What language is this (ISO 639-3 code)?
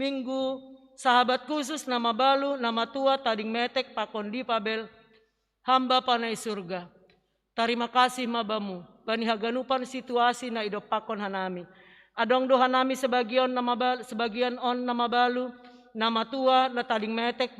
bts